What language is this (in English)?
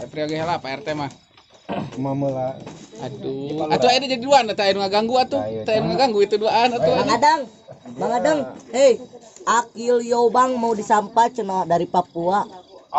Sundanese